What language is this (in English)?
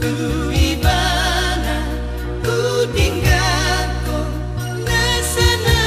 Batak Toba